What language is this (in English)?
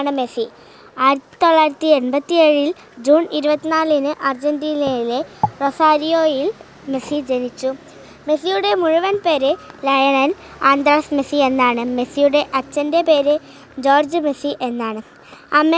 Malayalam